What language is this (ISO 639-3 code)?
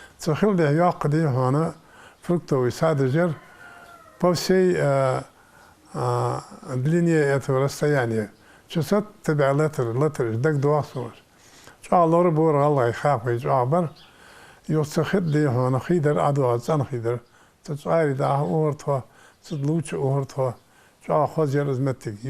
inh